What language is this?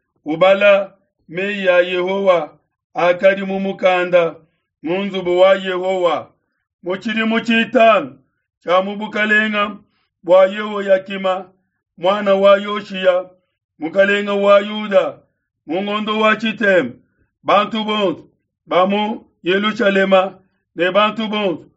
Luba-Lulua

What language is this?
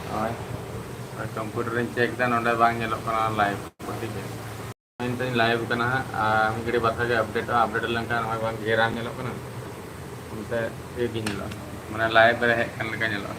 Santali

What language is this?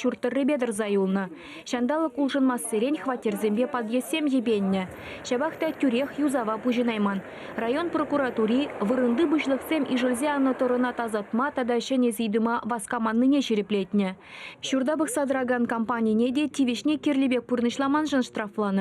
Chuvash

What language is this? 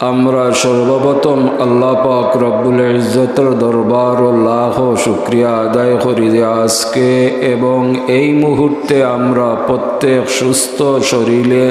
Sylheti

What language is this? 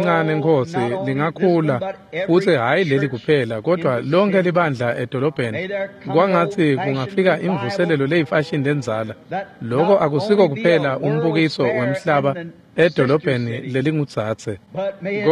Swati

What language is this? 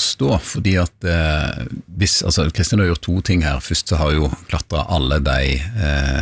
Norwegian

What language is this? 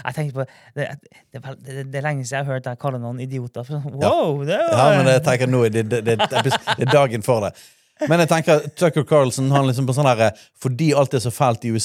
Norwegian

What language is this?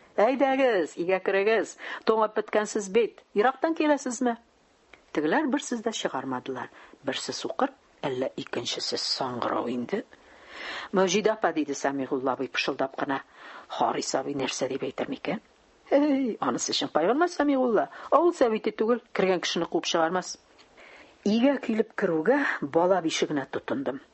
Tatar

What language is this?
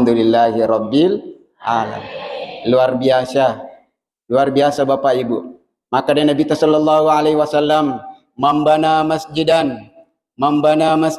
Buginese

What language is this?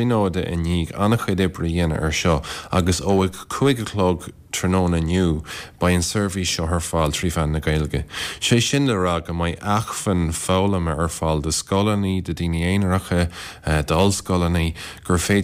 Irish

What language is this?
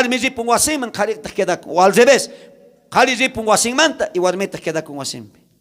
South Bolivian Quechua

